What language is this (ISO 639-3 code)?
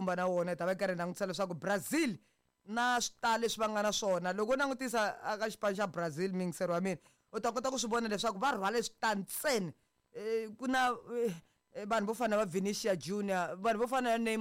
tso